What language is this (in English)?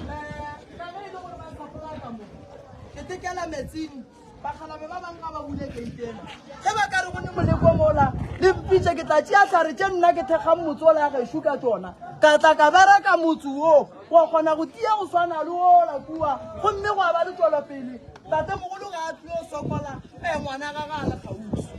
Northern Sotho